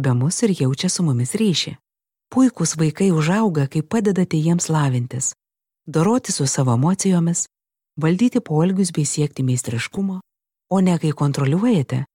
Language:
Lithuanian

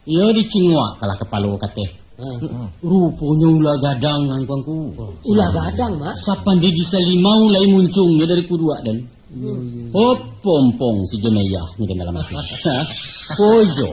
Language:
Minangkabau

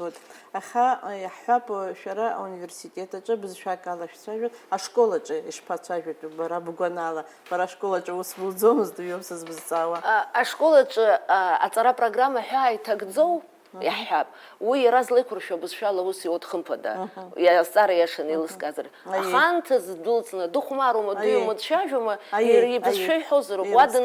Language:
Abkhazian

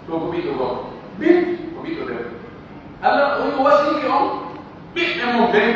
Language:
Pular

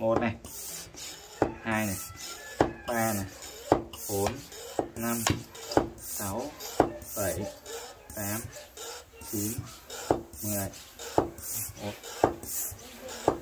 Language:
Vietnamese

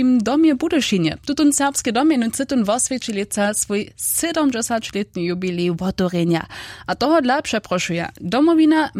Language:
Upper Sorbian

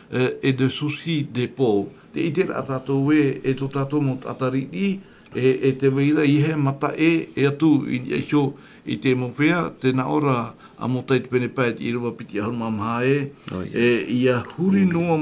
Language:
Tahitian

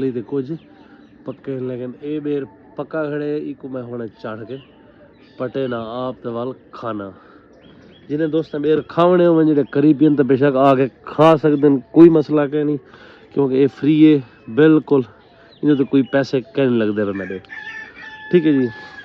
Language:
Saraiki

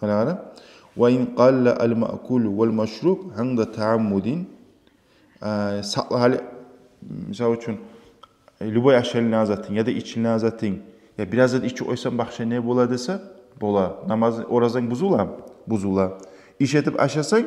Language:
Kumyk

